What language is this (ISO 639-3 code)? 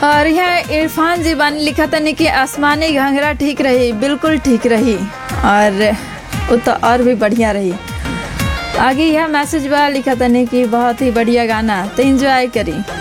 bho